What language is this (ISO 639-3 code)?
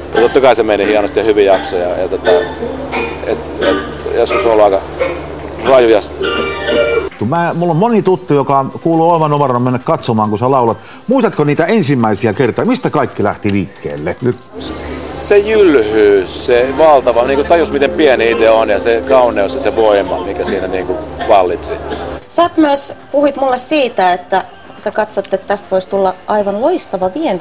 fin